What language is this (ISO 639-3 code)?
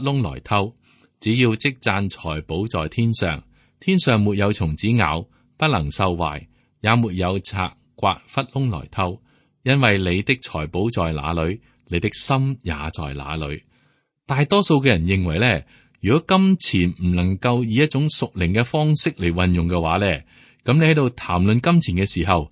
yue